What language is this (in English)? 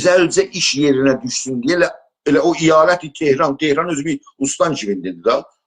South Azerbaijani